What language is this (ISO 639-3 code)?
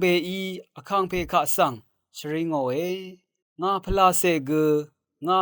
raw